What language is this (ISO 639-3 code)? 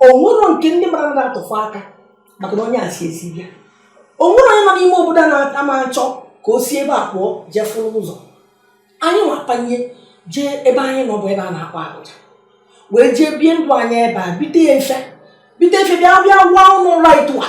ibo